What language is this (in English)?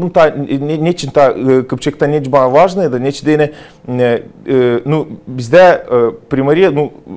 Gagauz